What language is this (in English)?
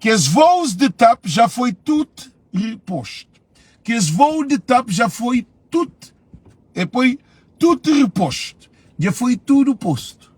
Kabuverdianu